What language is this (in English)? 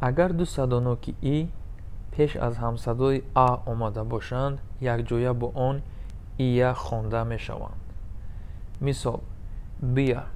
Tajik